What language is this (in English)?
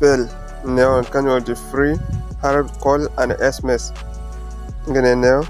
Zarma